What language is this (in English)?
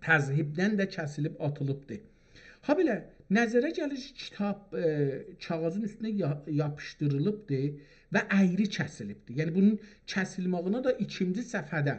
South Azerbaijani